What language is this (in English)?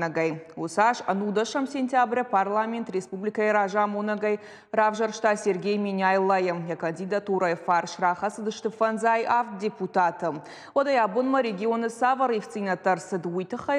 Ossetic